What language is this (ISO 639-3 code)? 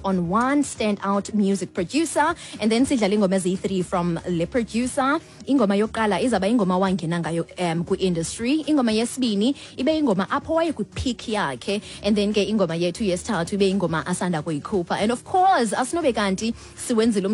xho